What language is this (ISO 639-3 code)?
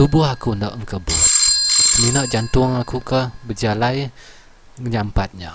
iba